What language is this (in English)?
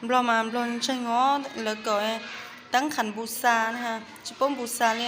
Hmong